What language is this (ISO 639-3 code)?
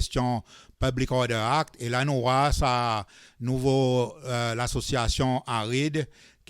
crs